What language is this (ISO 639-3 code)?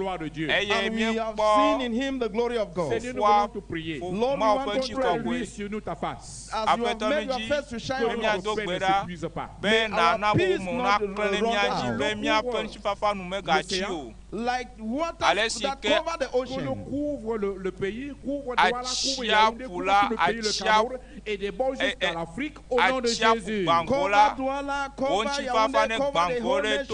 ewe